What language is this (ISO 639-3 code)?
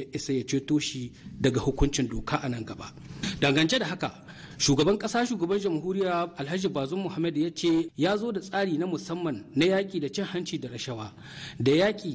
hau